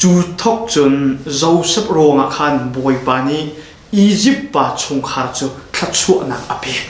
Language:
Hakha Chin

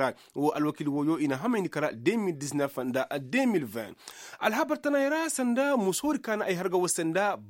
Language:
Koyraboro Senni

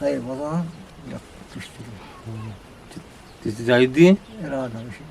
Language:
Eastern Balochi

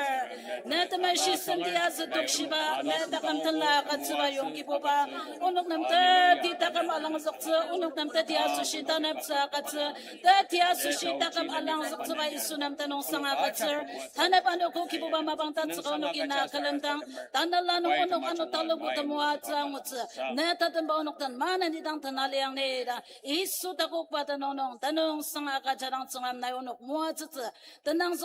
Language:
Ao Naga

